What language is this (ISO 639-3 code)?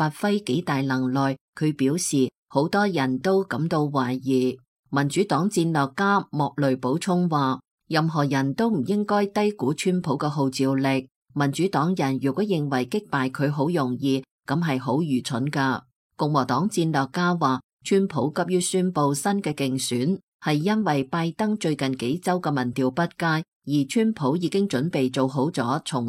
yue